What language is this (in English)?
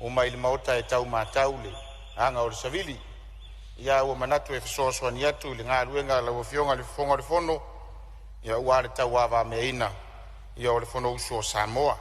Samoan